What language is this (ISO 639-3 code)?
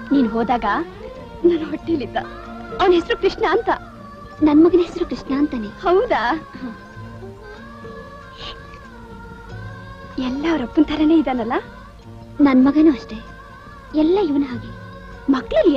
kan